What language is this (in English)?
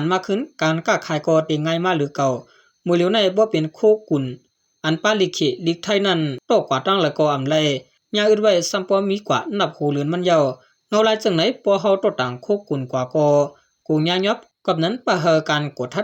Shan